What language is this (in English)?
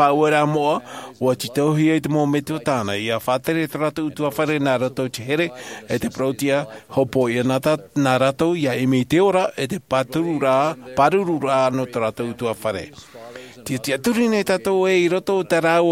Tahitian